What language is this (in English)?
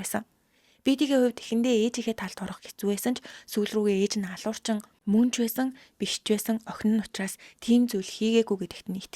Mongolian